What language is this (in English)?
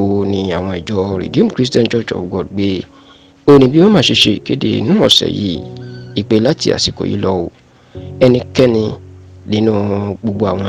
Yoruba